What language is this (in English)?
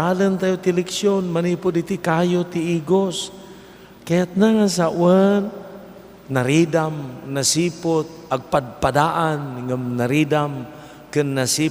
Iloko